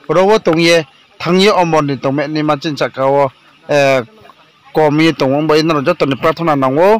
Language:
Riang (India)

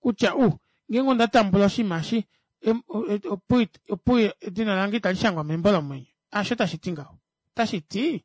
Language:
Kuanyama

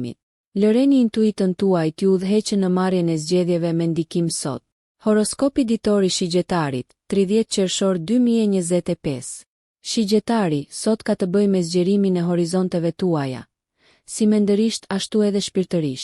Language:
Albanian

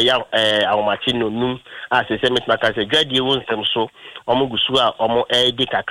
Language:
Akan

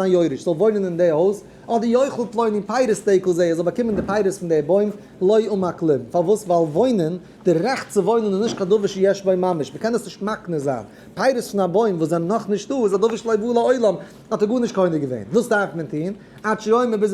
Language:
Yiddish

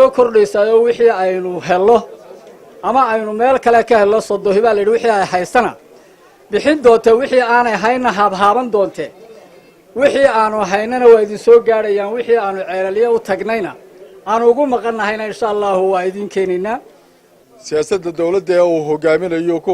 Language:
Somali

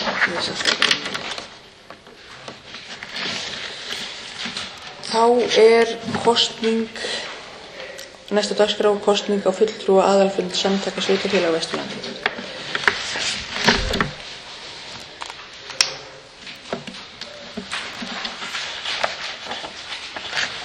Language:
Icelandic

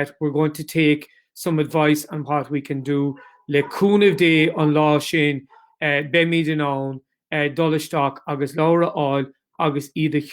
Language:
Irish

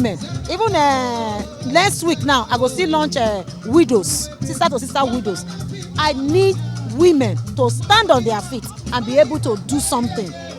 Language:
Nigerian Pidgin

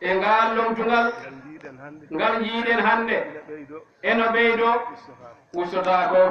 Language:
Fula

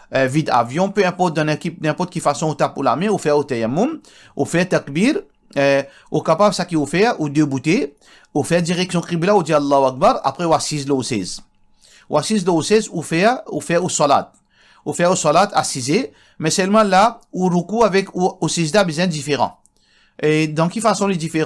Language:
Morisyen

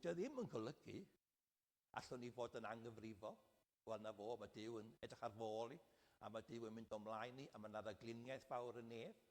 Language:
Welsh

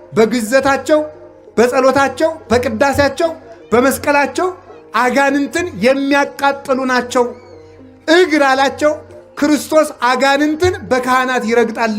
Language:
Amharic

